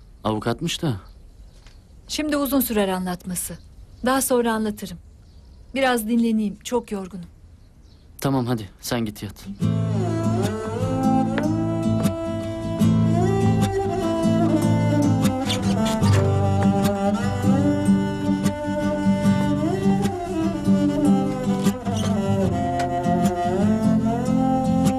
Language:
Turkish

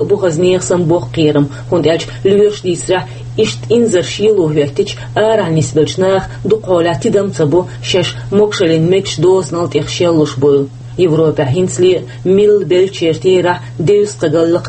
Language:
Chechen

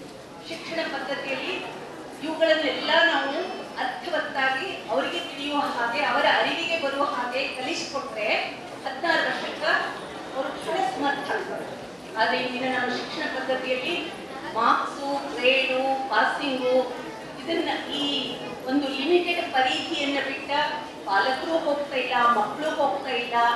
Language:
Kannada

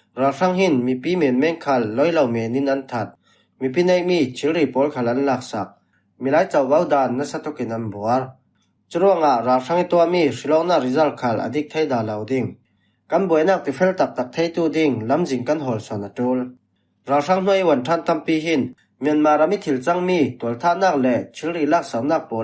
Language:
Falam Chin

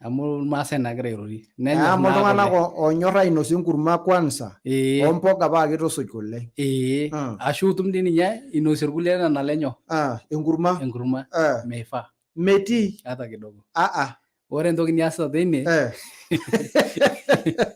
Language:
Masai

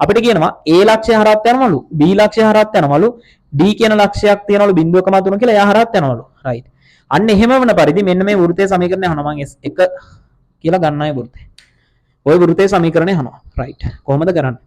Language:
Sinhala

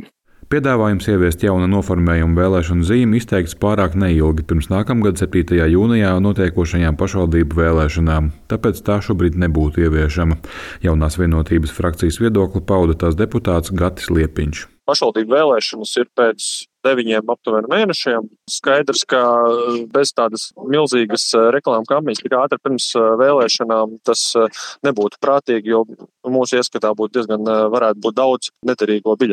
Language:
Latvian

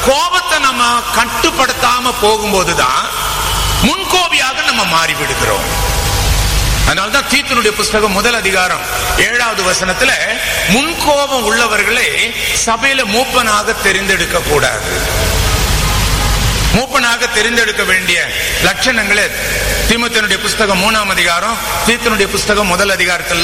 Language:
Tamil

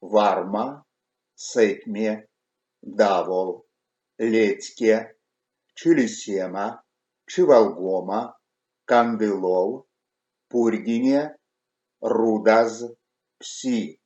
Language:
Erzya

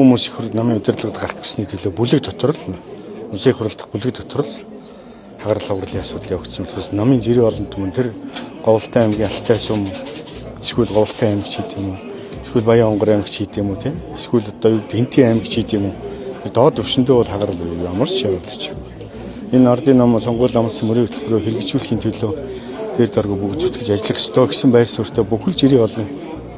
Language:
Mongolian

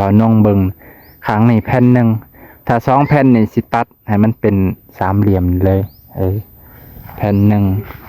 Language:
Lao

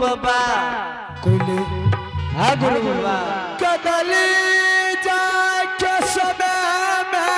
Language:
Angika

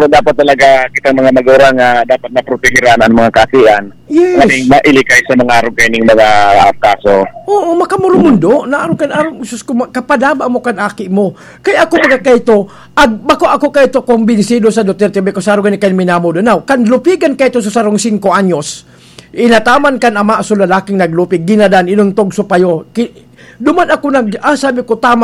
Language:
Bikol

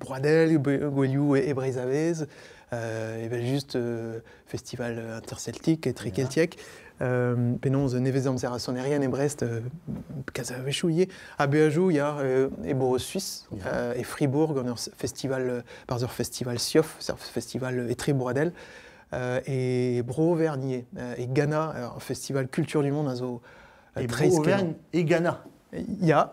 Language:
Breton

